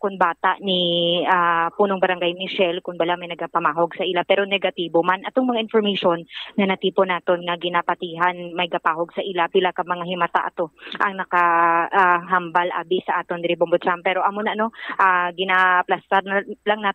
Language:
Hiligaynon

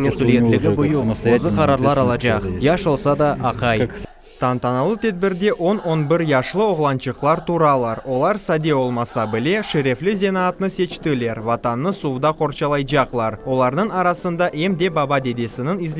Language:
Crimean Tatar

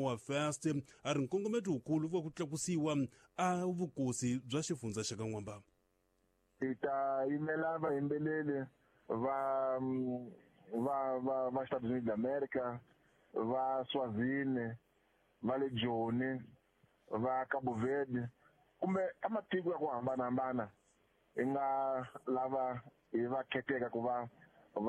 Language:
Tsonga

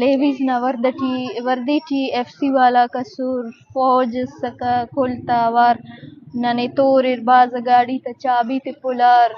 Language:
Eastern Balochi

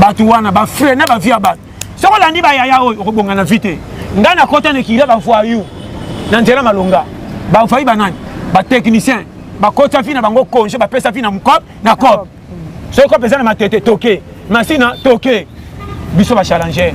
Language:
Lingala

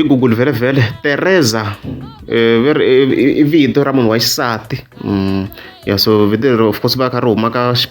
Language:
Tsonga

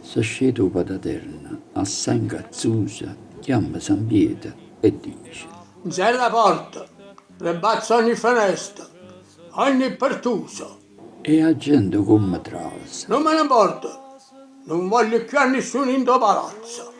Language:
Neapolitan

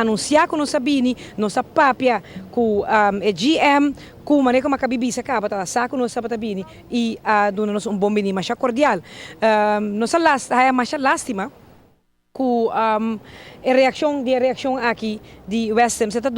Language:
Papiamento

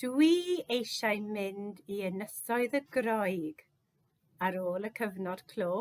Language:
Welsh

